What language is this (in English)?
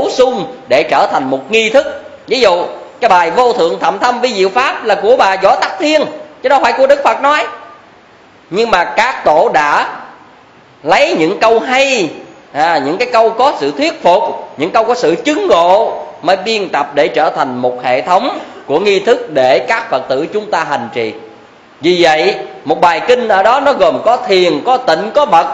Vietnamese